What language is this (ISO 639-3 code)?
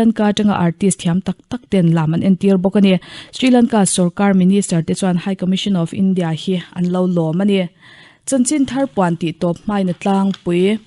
lus